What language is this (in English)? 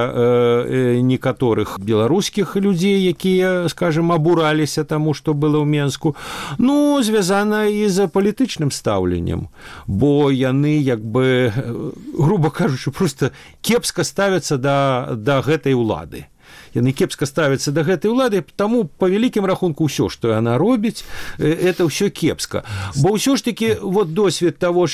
Belarusian